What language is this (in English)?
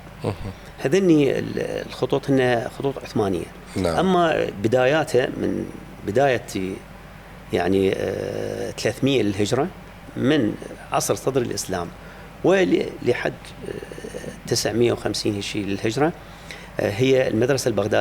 Mesopotamian Arabic